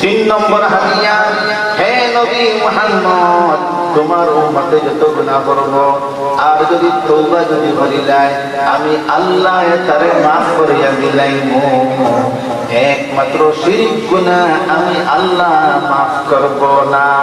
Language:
Sylheti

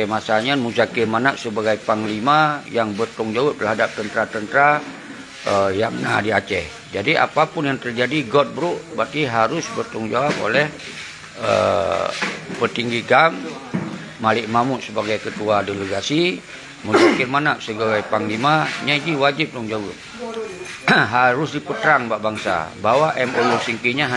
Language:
Achinese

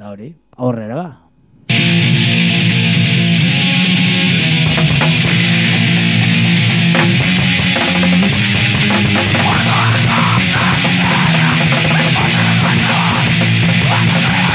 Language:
Basque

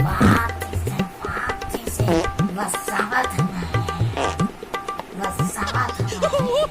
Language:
Chhattisgarhi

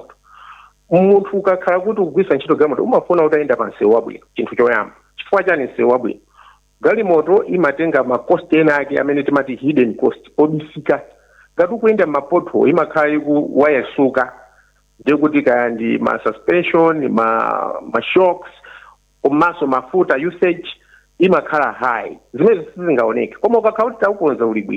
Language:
Nyanja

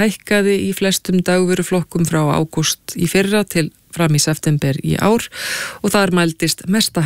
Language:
Icelandic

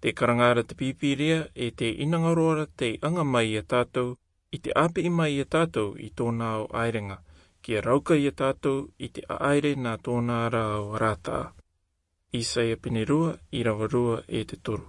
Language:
Rarotongan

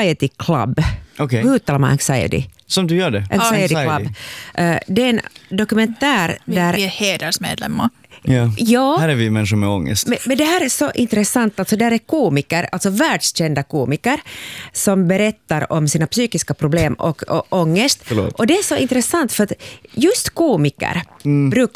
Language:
Swedish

